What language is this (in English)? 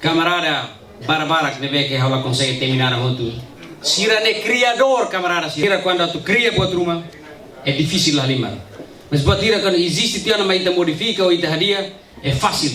Tetum